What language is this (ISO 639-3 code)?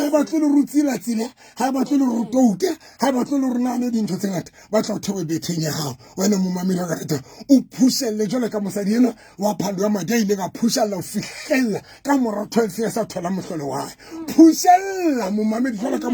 sot